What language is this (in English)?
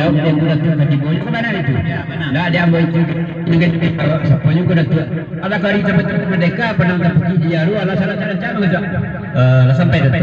Minangkabau